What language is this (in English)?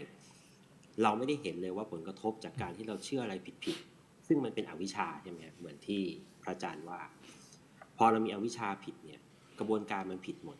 Thai